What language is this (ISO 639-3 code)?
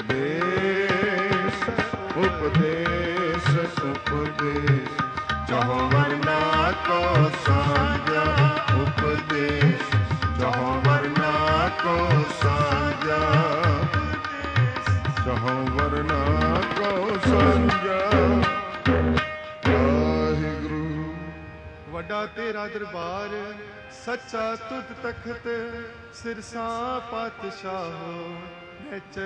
pan